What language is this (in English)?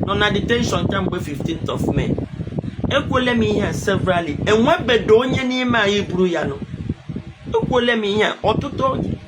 Igbo